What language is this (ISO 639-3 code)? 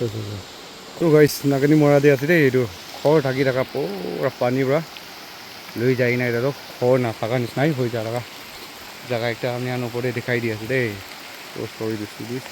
nag